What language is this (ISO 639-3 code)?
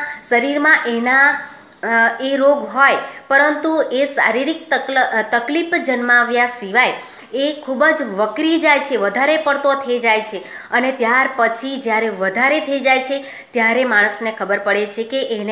guj